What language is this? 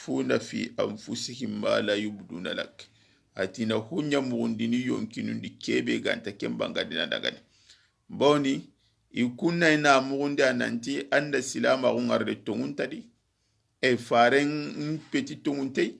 Soninke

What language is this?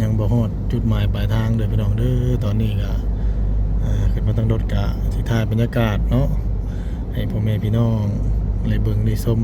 Northeastern Thai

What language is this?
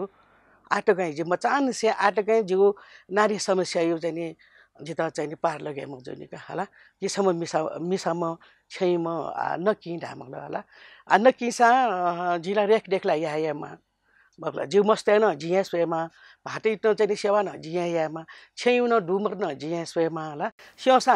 Newari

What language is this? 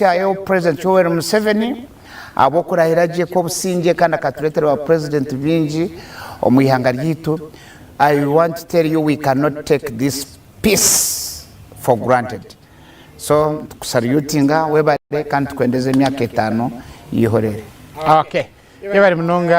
Nyankole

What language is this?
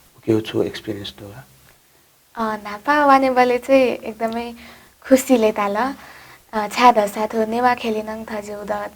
Newari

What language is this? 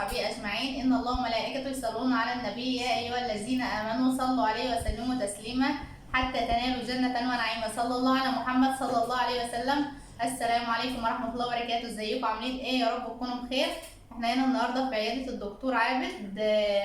Egyptian Arabic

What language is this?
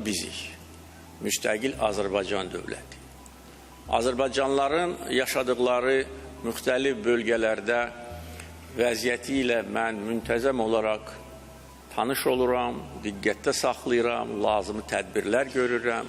Azerbaijani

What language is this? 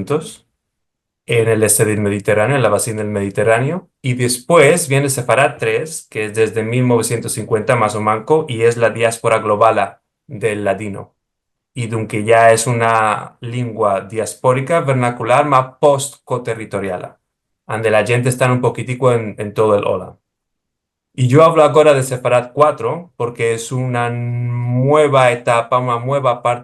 Ladino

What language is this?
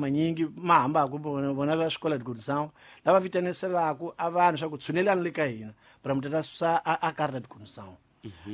Tsonga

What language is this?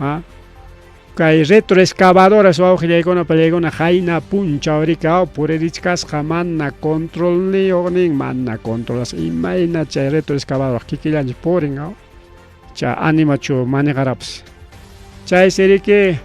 Ayacucho Quechua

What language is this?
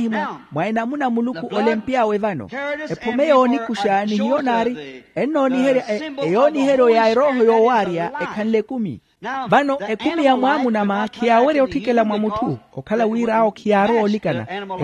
Makhuwa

